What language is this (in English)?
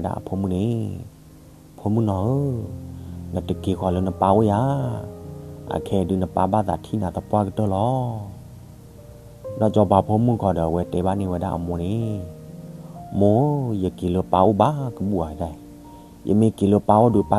S'gaw Karen